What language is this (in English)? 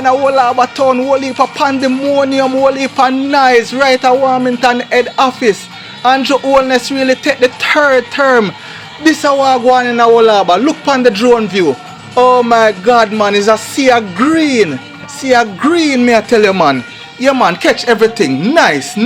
Jamaican Creole English